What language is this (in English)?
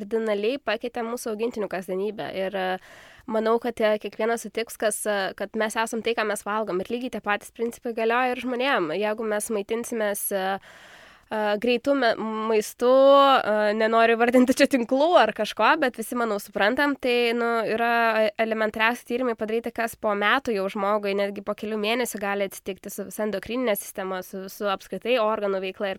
Lithuanian